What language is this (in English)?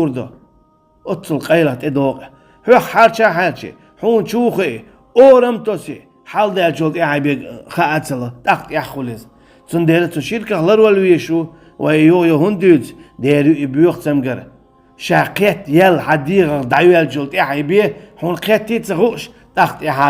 Chechen